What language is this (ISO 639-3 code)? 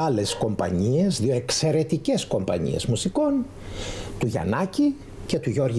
ell